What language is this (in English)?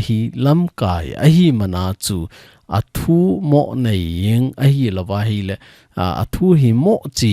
Thado Chin